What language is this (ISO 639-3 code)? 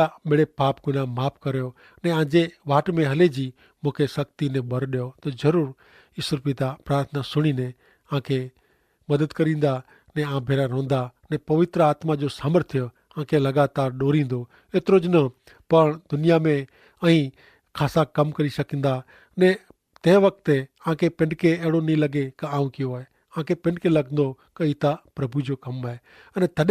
kfr